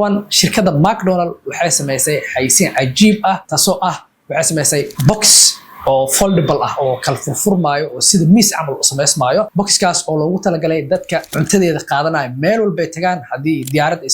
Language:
Somali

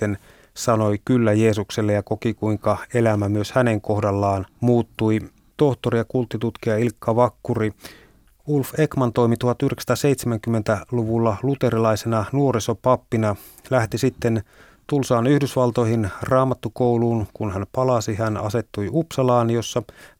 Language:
Finnish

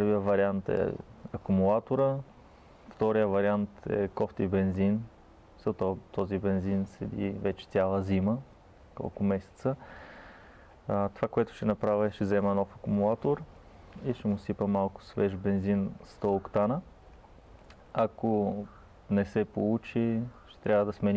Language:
Bulgarian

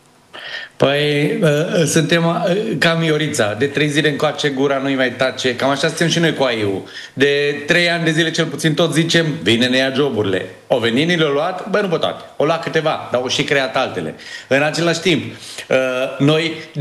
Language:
Romanian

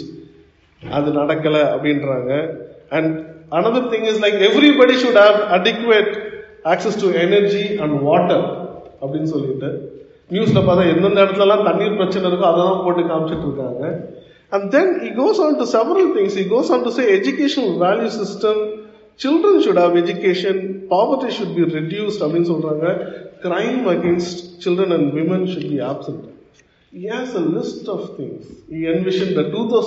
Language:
Tamil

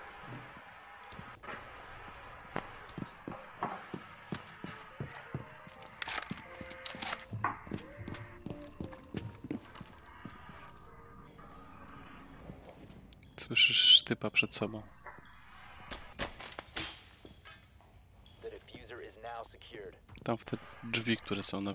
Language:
Polish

